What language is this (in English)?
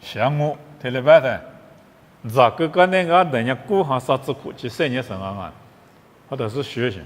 Lisu